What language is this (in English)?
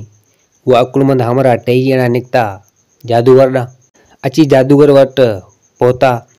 Sindhi